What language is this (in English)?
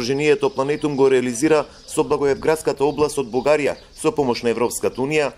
Macedonian